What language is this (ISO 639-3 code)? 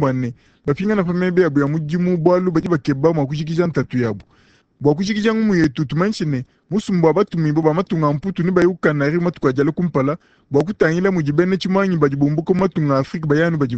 lua